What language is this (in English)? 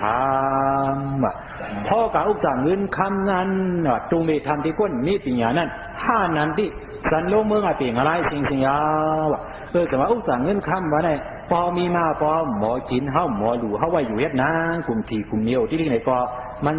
Shan